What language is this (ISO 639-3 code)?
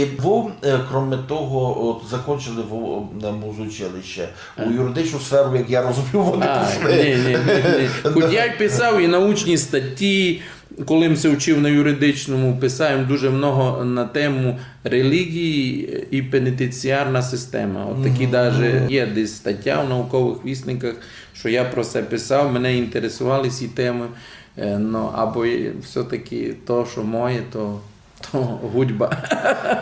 rue